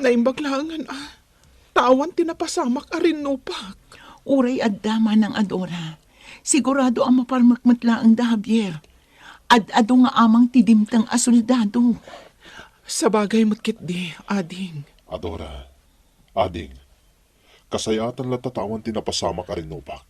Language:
Iloko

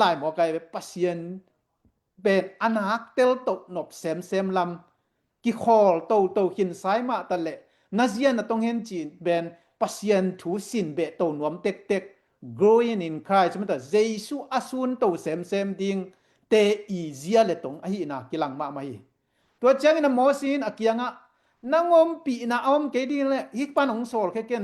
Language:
Tedim Chin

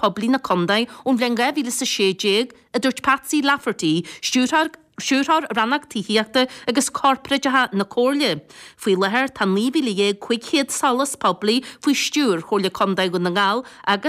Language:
Irish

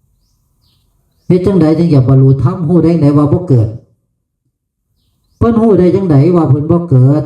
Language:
Northeastern Thai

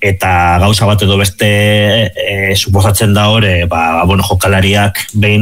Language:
Basque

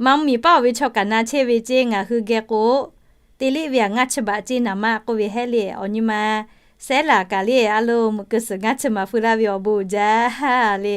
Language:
Lahu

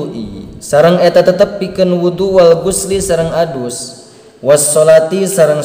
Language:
Sundanese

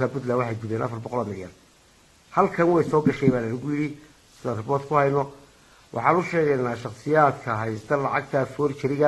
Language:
Somali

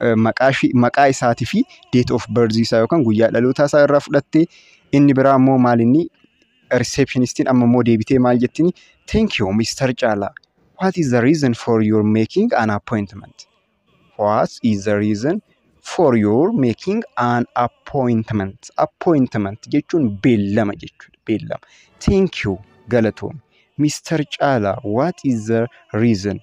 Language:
Oromo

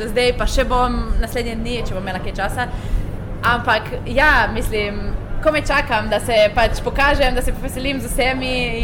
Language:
Slovenian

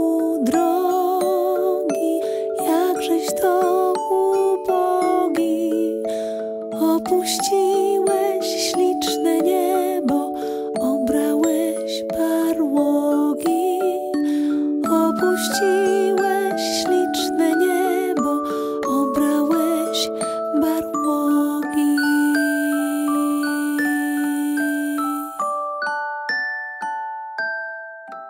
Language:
Polish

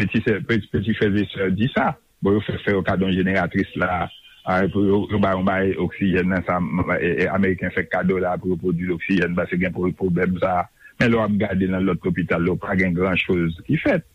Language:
Haitian Creole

